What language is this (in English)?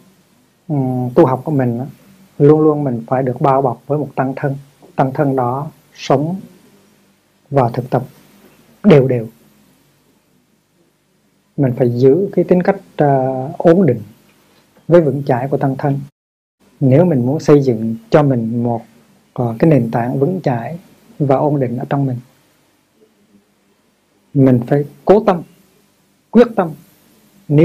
Vietnamese